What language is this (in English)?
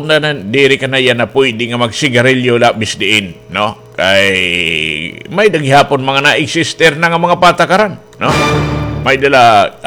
Waray